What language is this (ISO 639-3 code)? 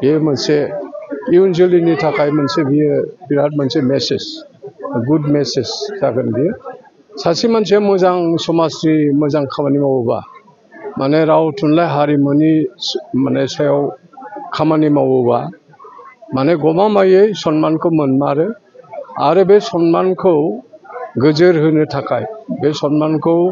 brx